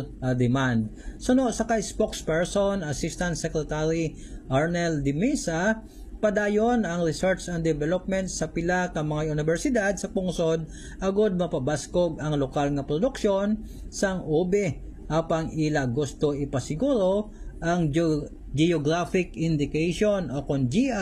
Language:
Hiligaynon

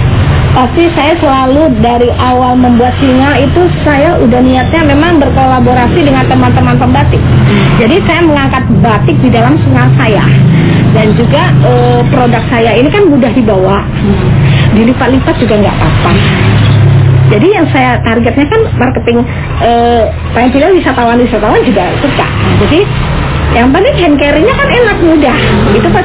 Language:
Indonesian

